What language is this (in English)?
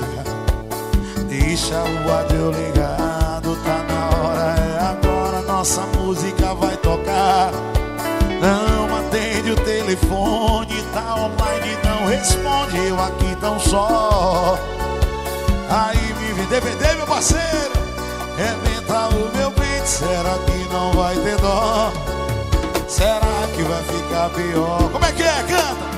Portuguese